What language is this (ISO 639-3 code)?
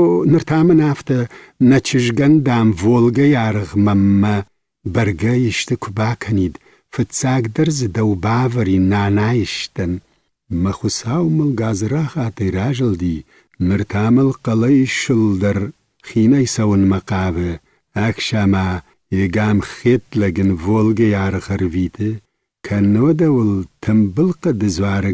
oss